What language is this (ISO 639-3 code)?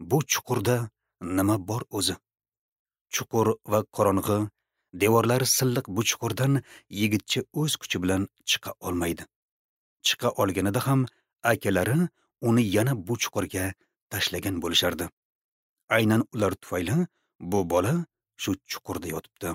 uzb